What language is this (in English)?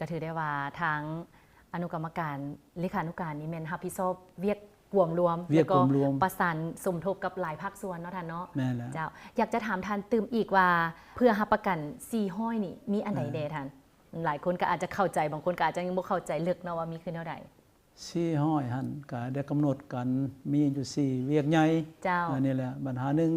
Lao